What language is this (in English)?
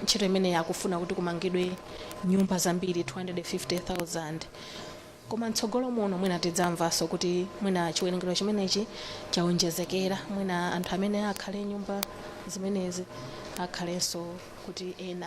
Nyanja